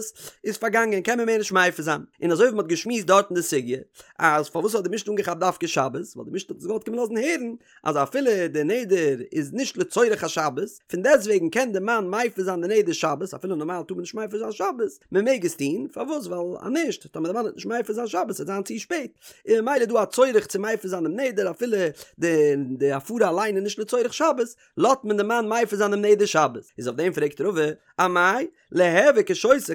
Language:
Yiddish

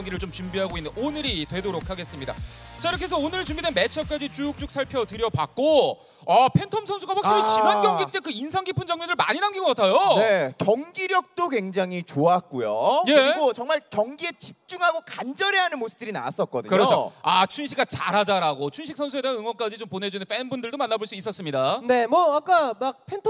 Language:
Korean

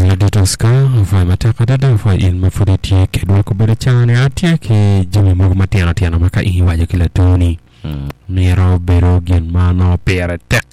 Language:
Acoli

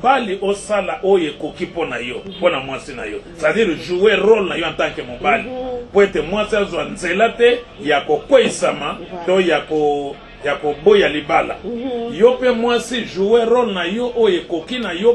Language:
Lingala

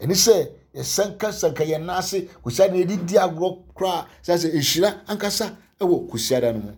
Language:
Akan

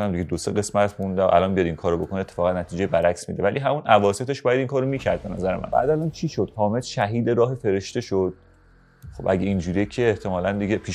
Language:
Persian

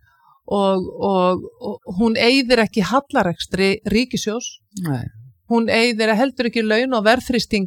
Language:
Icelandic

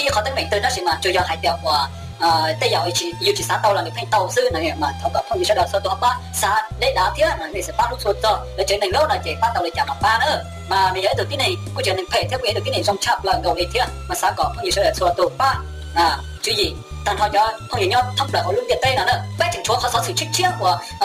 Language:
Hmong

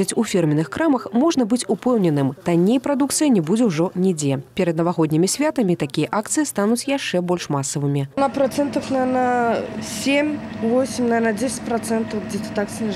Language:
Belarusian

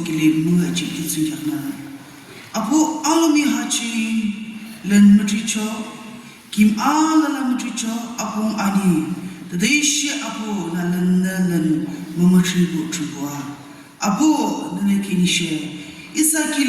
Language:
Yimchungru Naga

